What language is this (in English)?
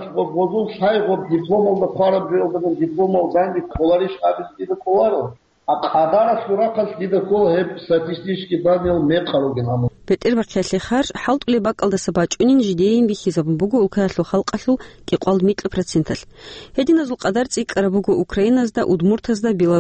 Avaric